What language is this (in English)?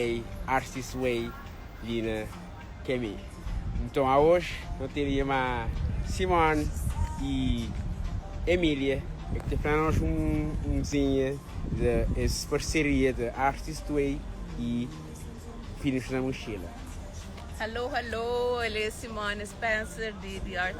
Kabuverdianu